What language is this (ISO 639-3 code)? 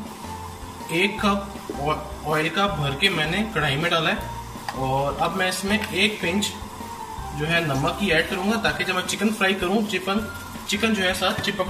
hin